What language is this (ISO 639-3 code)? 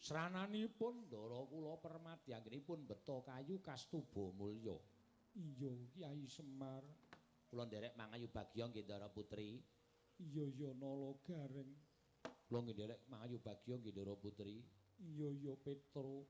jav